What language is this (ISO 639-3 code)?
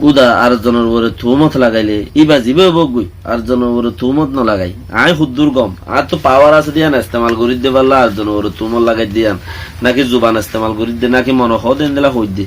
rhg